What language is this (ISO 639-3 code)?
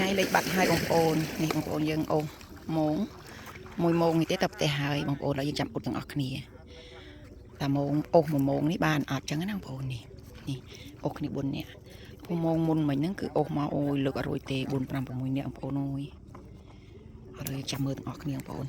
khm